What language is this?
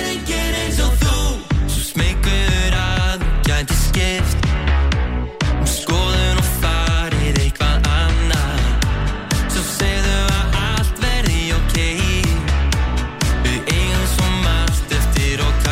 Icelandic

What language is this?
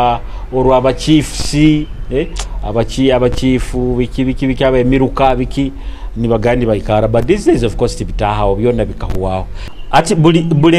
Nyoro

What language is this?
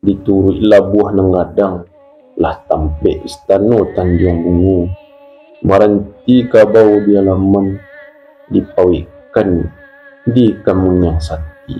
Minangkabau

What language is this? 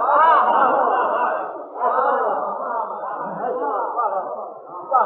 Urdu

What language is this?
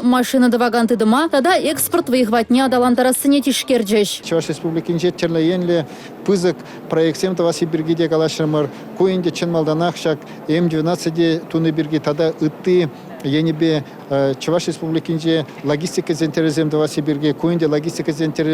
Chuvash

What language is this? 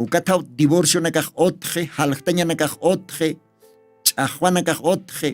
Aymara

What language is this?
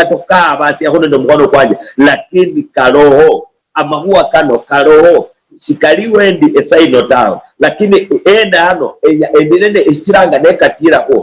Luyia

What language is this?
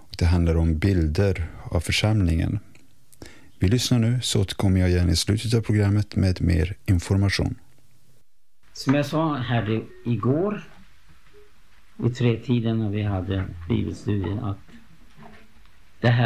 Swedish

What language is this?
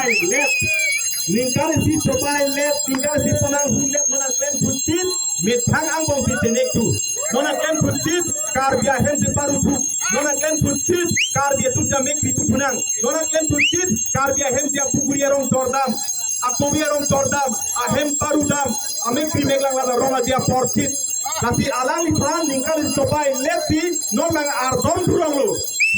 Karbi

